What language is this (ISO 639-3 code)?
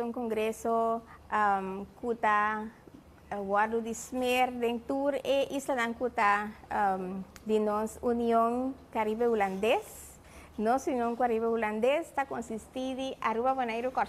pap